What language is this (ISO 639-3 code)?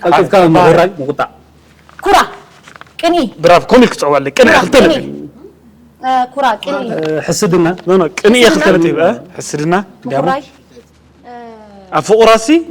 tir